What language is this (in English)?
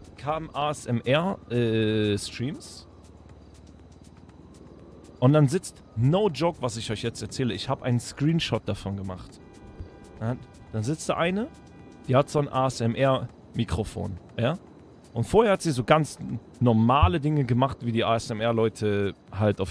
German